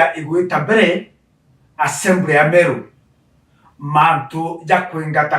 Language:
Meru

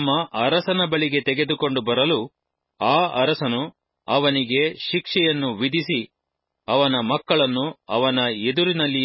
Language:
Kannada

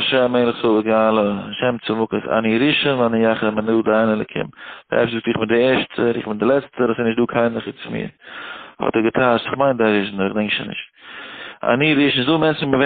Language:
Yiddish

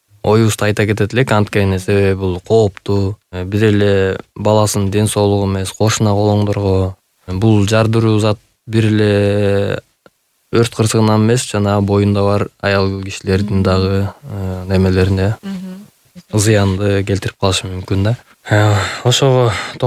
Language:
Kyrgyz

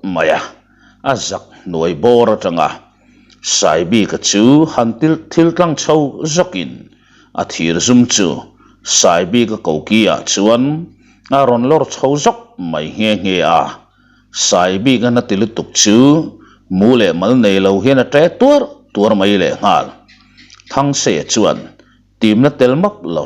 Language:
Mizo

